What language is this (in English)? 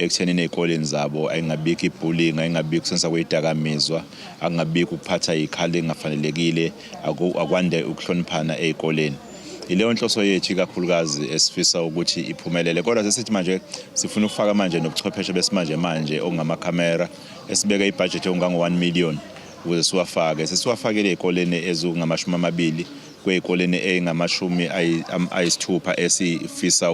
Zulu